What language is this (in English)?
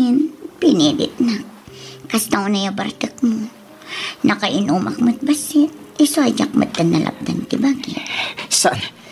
Iloko